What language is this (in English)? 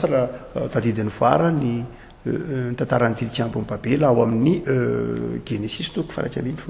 Malagasy